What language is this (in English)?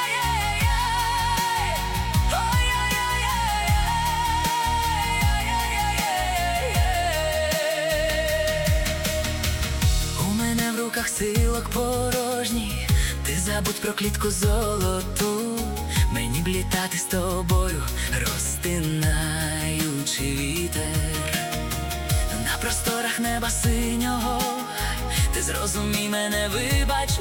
Ukrainian